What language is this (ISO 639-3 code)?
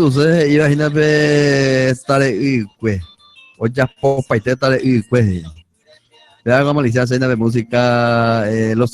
grn